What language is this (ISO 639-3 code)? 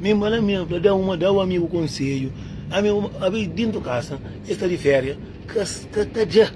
kea